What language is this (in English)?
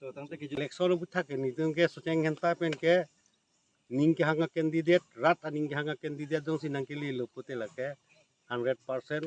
Karbi